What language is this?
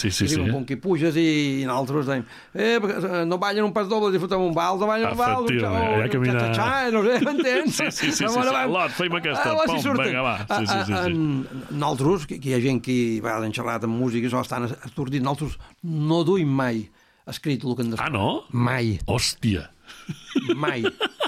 Catalan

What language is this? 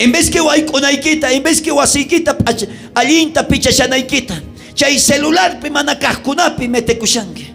South Bolivian Quechua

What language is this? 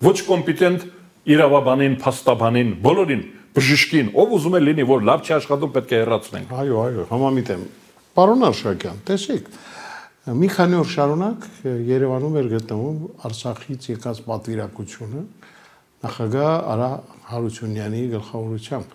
Armenian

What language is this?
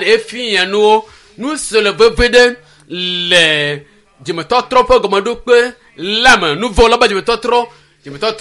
Ewe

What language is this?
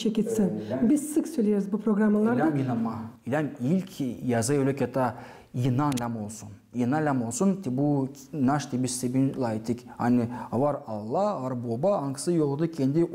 Gagauz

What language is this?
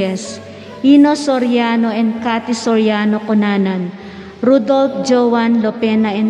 Pampanga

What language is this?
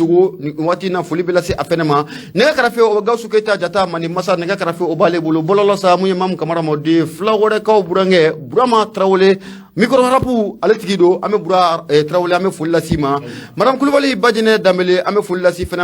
Bambara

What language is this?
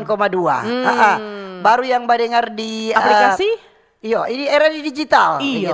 Manado Malay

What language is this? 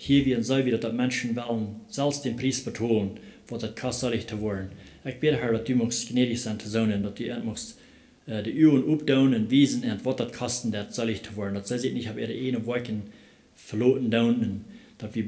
Plautdietsch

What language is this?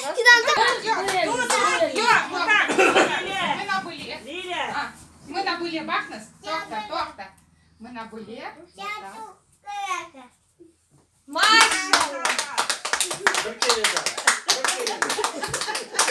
Crimean Tatar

